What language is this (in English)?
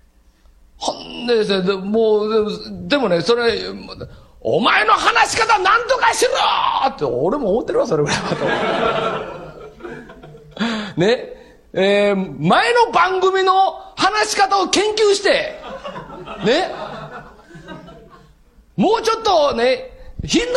Japanese